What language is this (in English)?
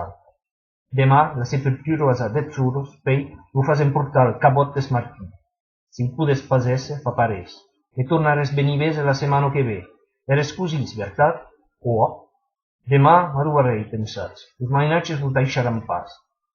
Occitan